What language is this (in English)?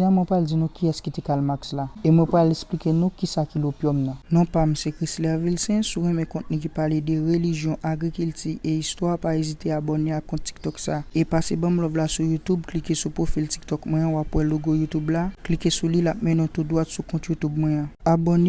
Haitian Creole